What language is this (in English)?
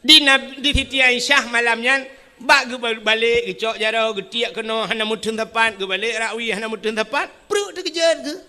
Achinese